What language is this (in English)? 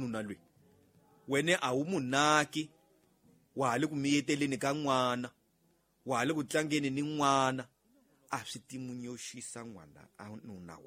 Tsonga